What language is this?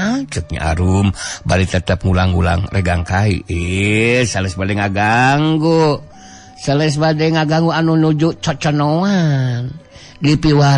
Sundanese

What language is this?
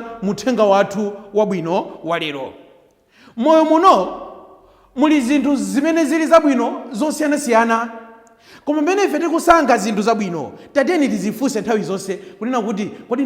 Nyanja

